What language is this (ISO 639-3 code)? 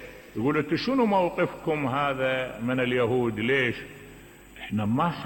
acm